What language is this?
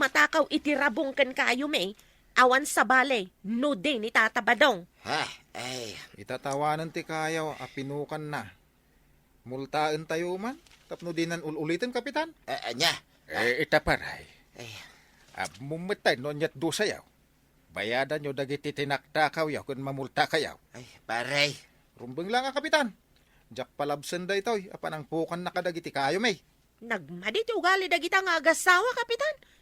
Iloko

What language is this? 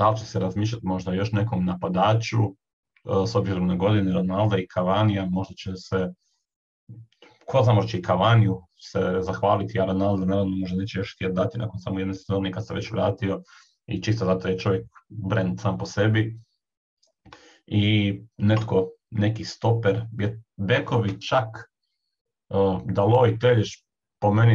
Croatian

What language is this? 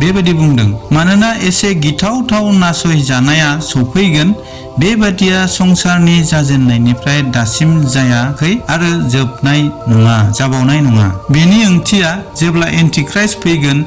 Bodo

